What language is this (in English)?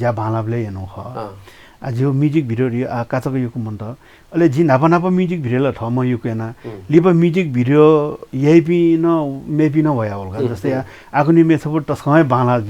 Newari